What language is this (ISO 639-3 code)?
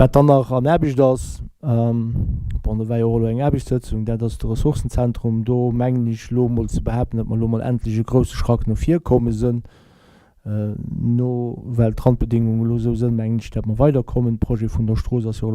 ltz